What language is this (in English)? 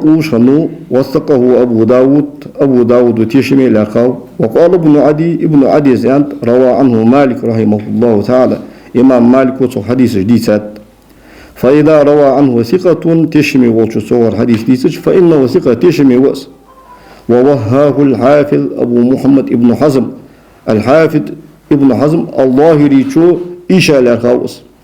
Ingush